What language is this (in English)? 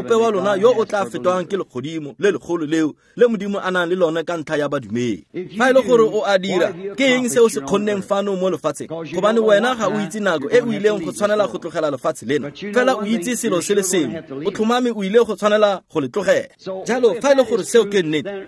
Tswana